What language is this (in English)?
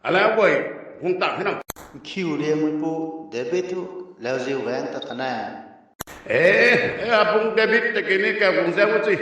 Rongmei Naga